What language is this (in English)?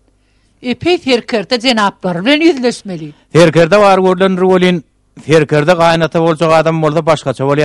Turkmen